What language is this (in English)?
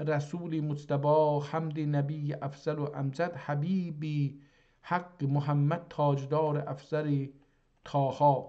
South Azerbaijani